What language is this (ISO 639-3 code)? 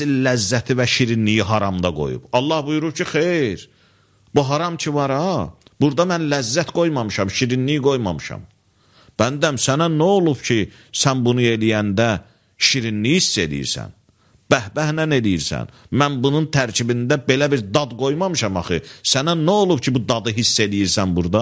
aze